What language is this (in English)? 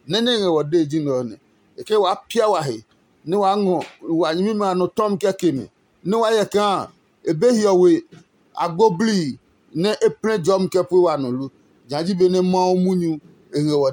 Adangme